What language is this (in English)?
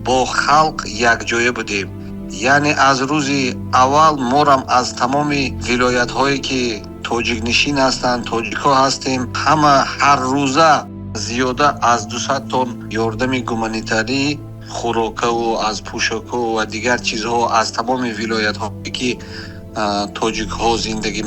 Tajik